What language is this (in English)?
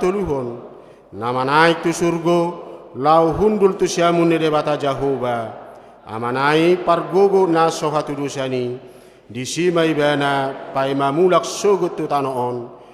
Batak Toba